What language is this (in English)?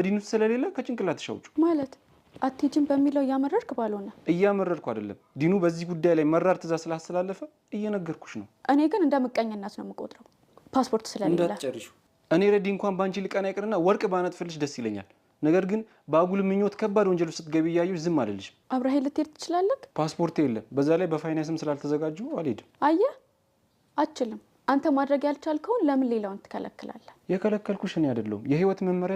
Amharic